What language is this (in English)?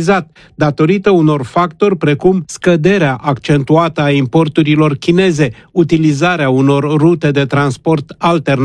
Romanian